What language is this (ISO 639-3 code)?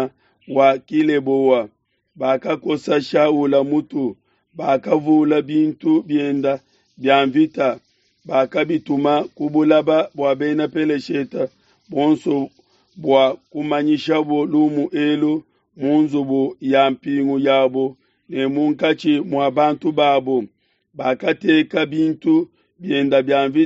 lua